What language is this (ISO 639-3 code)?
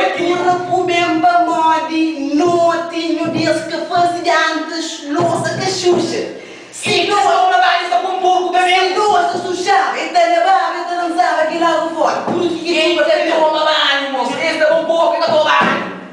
kea